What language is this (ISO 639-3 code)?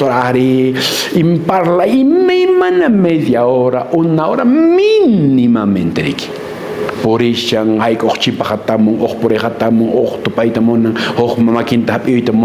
que